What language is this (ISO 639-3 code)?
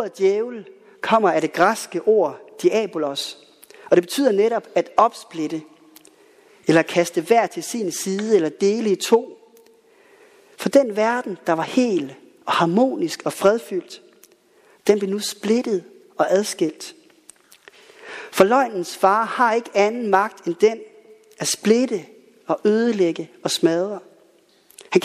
dan